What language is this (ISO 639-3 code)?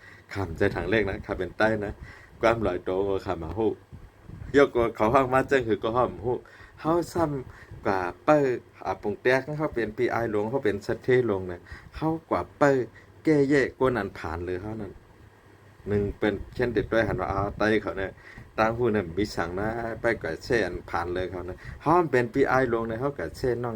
shn